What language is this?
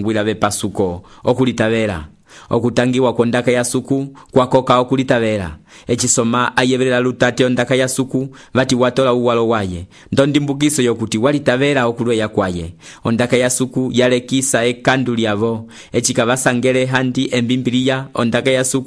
Umbundu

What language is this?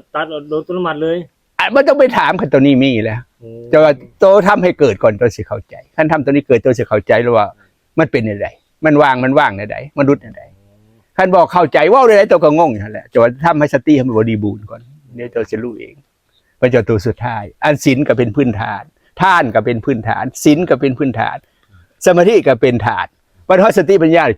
Lao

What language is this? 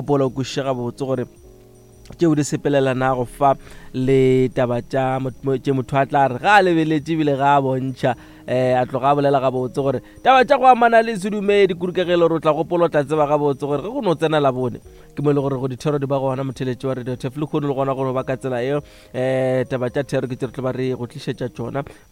Northern Sotho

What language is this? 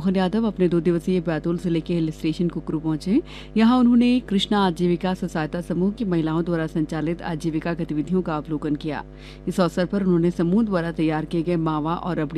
Hindi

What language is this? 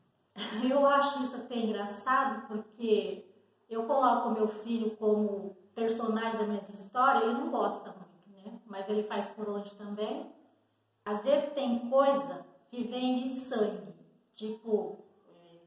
Portuguese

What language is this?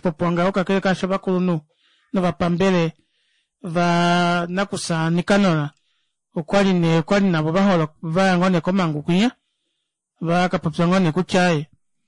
Kuanyama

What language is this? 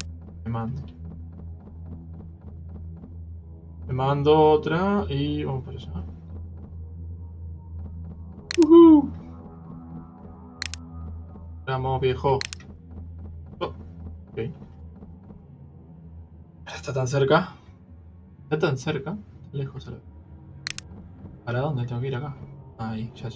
Spanish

